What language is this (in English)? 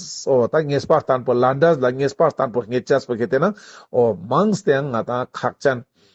Ladakhi